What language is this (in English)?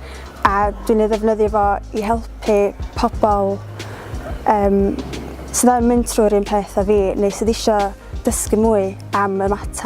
Welsh